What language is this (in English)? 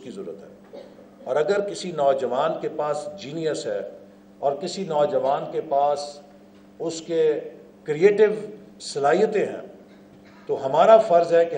Urdu